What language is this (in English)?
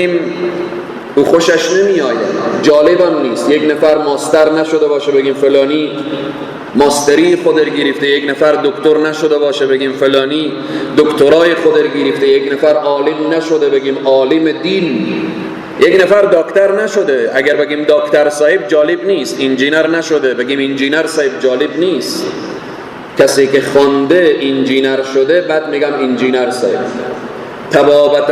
Persian